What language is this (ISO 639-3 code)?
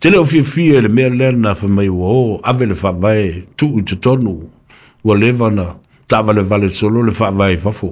smo